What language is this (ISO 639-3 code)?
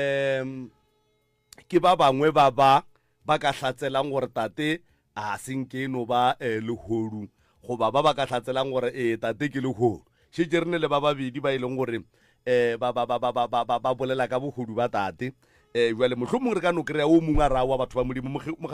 nso